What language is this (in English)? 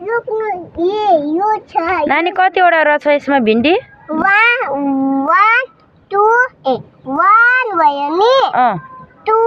Nepali